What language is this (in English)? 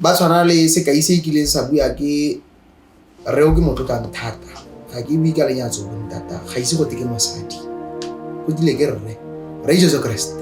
Tswana